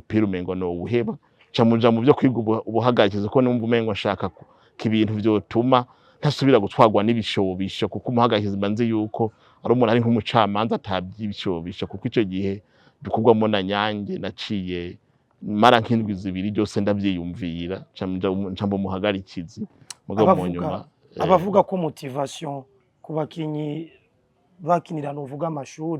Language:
Rundi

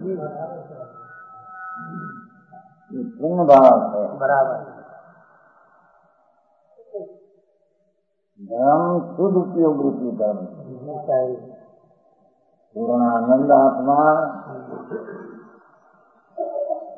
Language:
Gujarati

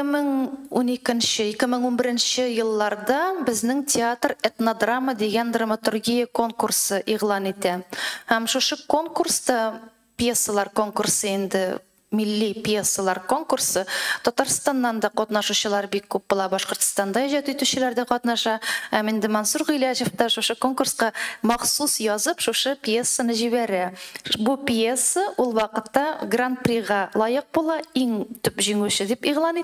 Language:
Tatar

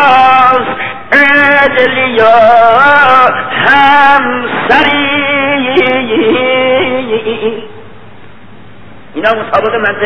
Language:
Persian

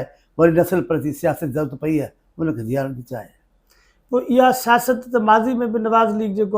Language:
Sindhi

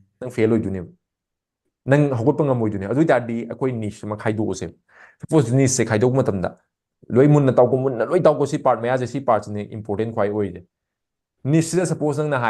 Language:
Manipuri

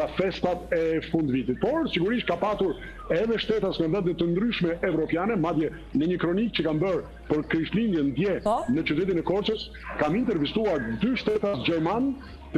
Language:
Albanian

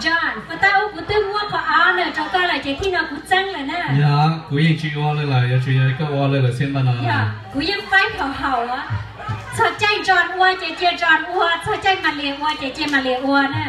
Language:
Hmong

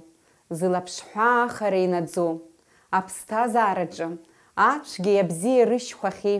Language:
Abkhazian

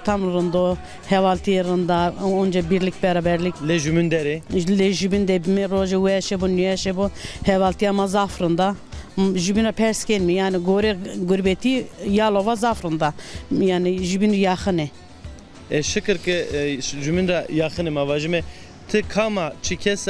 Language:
Zaza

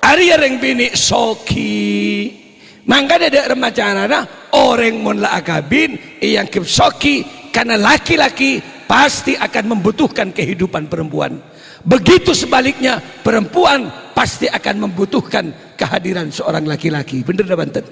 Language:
Madurese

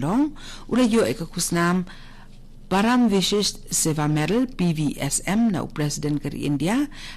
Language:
Khasi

